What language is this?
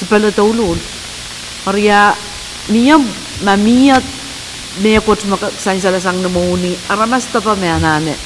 Pohnpeian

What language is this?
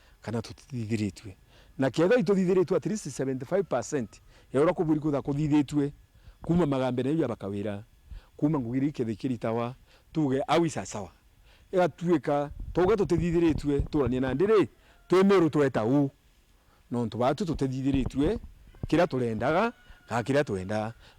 Meru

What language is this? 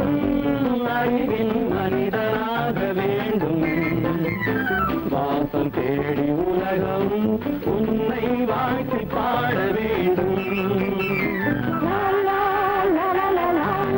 Tamil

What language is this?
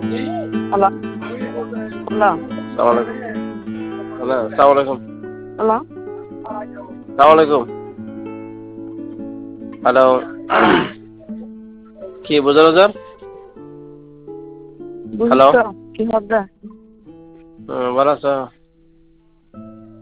Bangla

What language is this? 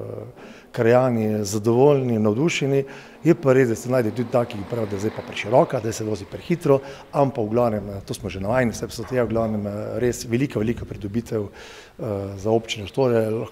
Slovenian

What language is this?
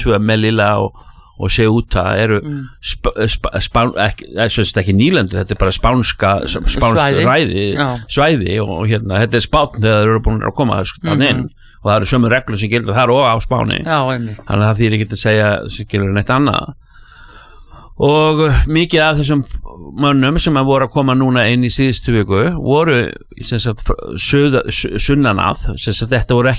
Icelandic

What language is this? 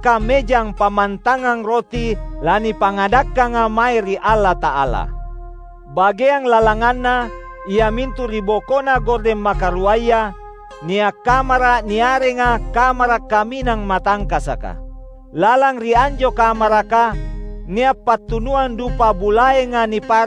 Makasar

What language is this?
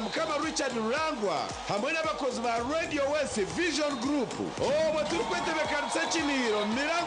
Nyankole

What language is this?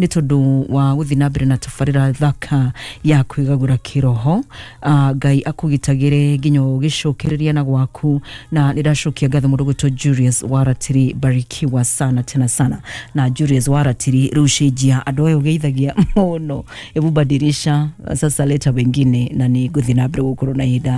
Kikuyu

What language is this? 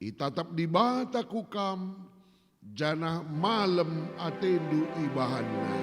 Batak Karo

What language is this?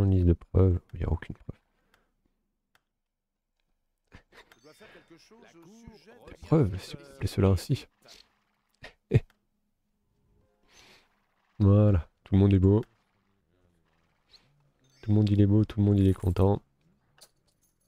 French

